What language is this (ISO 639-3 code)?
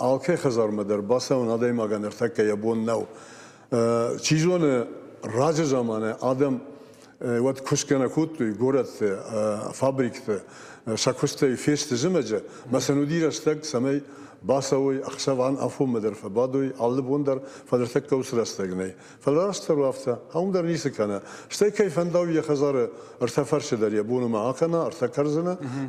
oss